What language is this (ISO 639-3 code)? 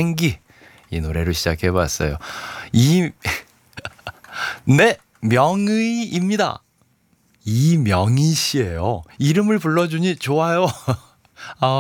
kor